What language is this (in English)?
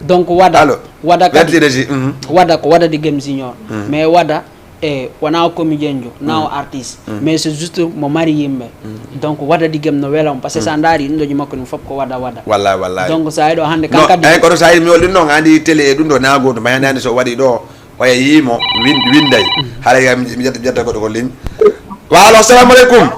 Fula